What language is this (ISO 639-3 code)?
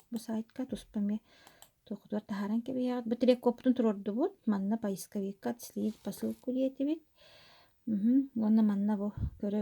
sah